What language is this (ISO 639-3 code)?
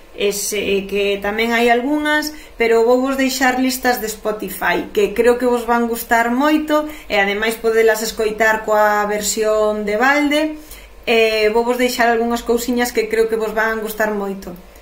glg